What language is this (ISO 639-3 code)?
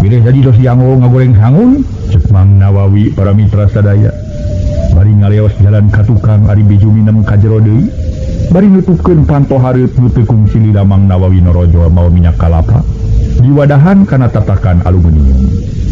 sun